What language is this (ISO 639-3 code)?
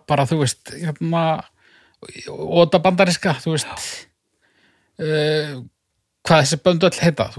isl